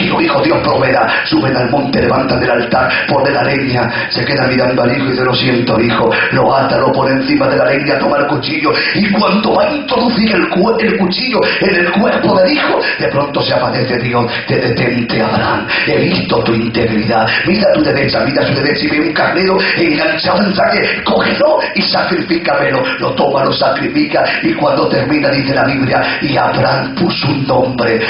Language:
Spanish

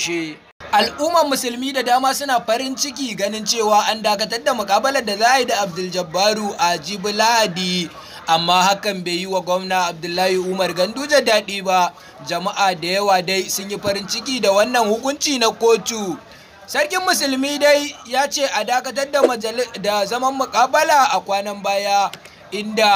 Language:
Hausa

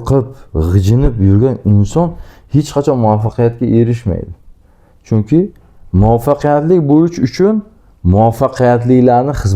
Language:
Uzbek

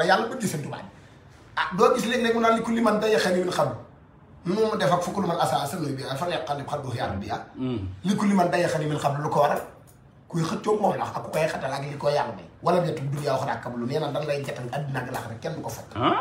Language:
Wolof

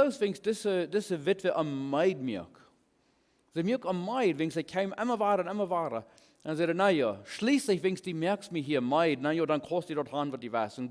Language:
Plautdietsch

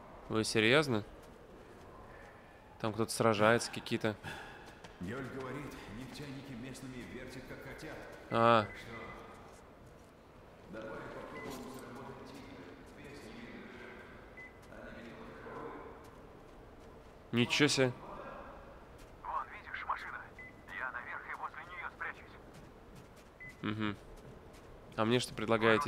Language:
Russian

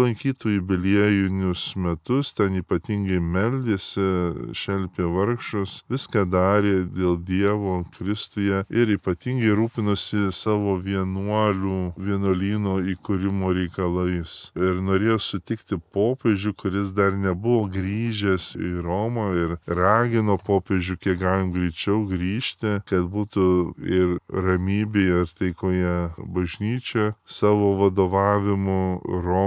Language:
Lithuanian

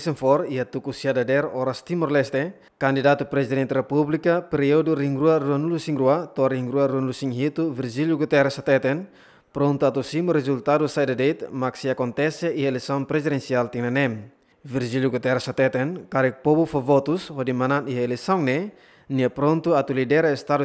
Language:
Tetum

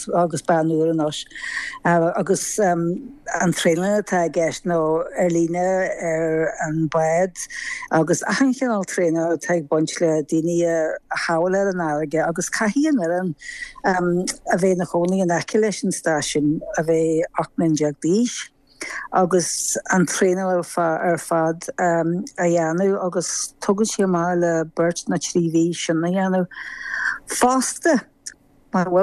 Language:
Irish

